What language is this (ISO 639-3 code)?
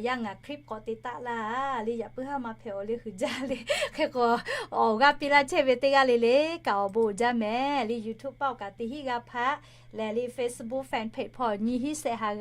lhu